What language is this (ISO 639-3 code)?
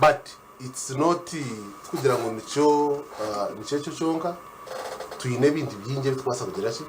nyn